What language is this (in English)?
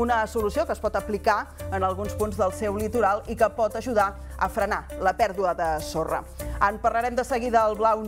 Catalan